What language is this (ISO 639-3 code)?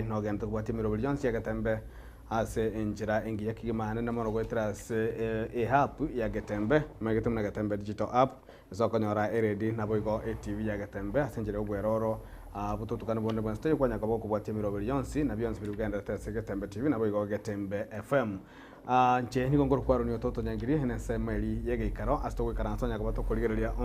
guz